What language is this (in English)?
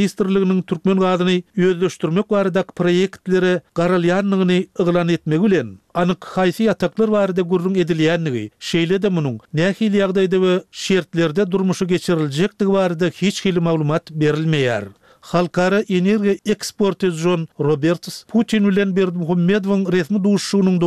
Turkmen